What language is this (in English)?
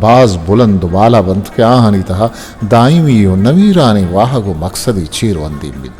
Eastern Balochi